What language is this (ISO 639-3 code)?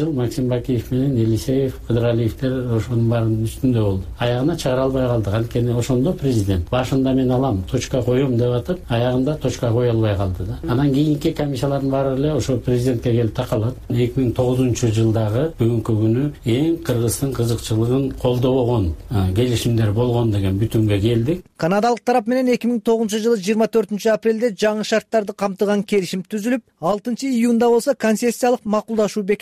kir